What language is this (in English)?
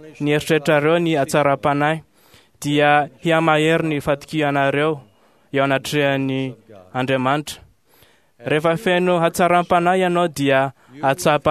Malagasy